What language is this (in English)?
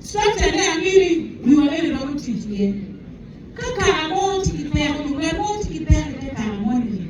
Acoli